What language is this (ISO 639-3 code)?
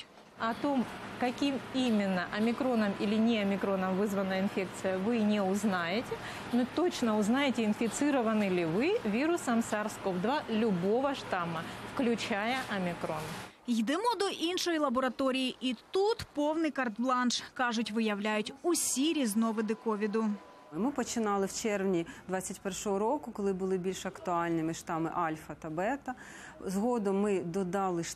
ukr